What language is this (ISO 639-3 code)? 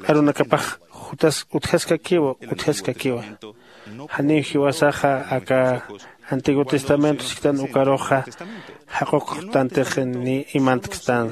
aym